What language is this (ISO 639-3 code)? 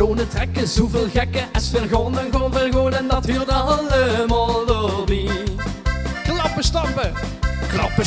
lim